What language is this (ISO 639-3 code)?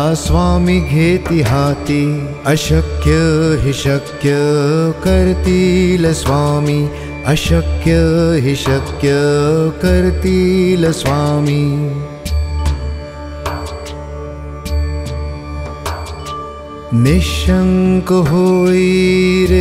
mar